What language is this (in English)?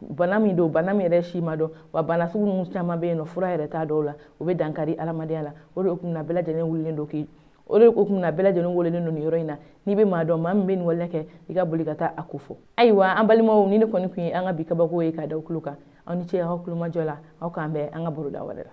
Bambara